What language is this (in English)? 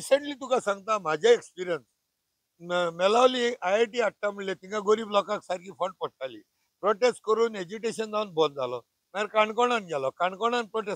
Konkani